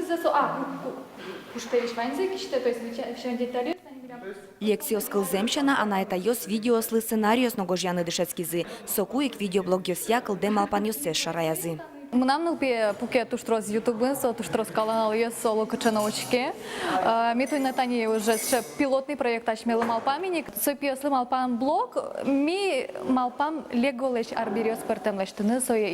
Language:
Udmurt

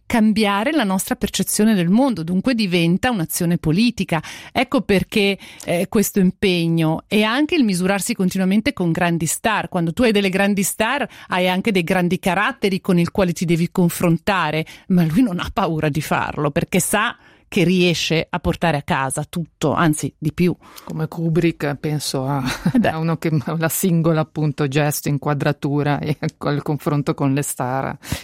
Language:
Italian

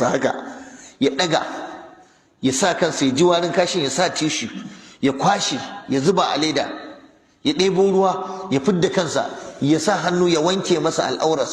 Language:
Hausa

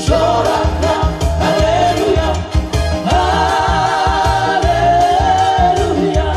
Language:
Batak Toba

